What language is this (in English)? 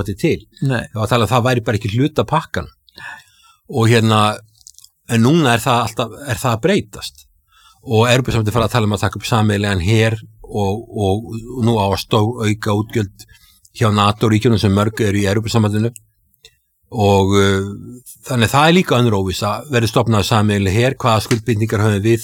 Icelandic